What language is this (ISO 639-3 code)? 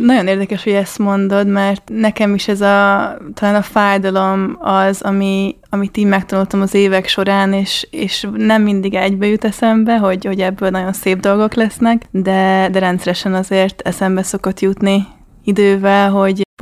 hun